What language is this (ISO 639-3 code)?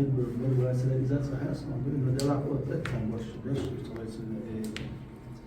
che